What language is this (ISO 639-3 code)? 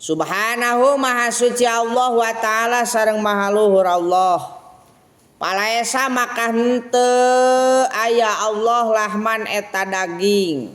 sun